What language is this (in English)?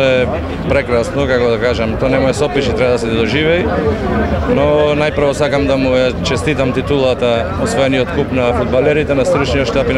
Macedonian